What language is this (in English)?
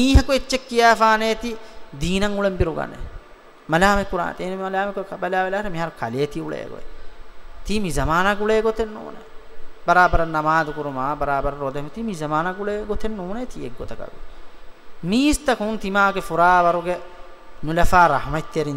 Divehi